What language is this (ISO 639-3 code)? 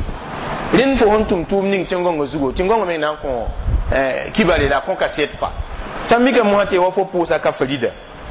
mos